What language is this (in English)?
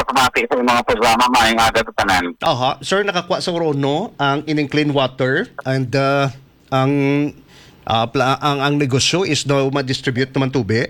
Hiligaynon